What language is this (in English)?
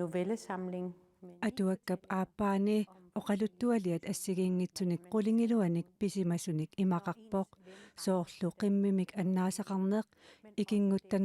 Kalaallisut